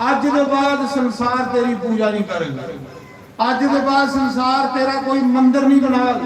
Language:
Dogri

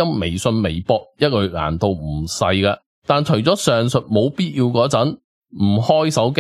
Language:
Cantonese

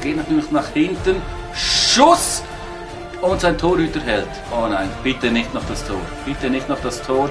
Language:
Swiss German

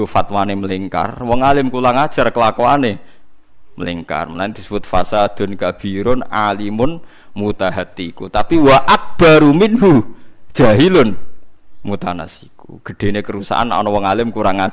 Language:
Javanese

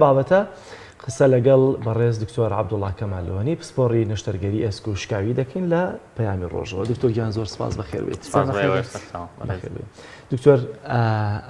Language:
Central Kurdish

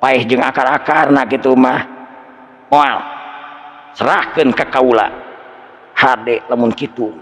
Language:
Sundanese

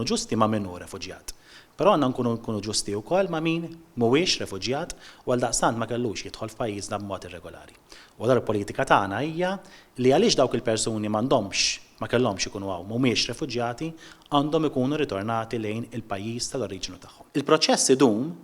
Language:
Maltese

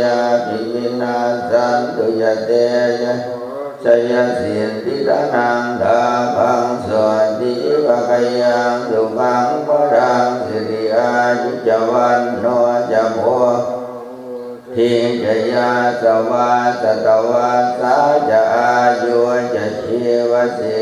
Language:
Pali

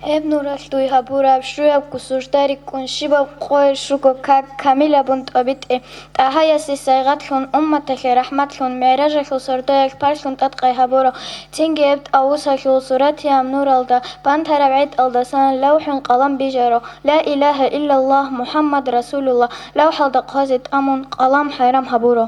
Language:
Avaric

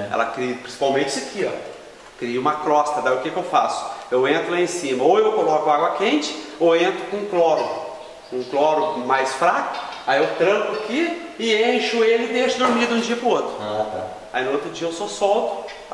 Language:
Portuguese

